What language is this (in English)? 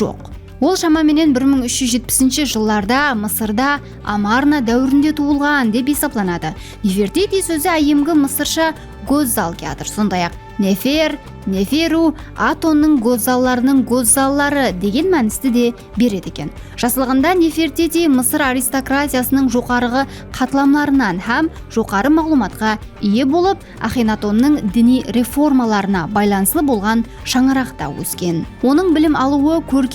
Kara-Kalpak